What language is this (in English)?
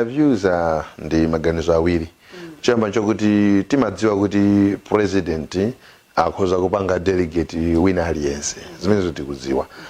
Nyanja